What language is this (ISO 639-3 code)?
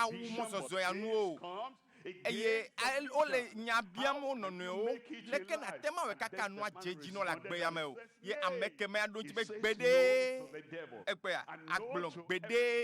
ewe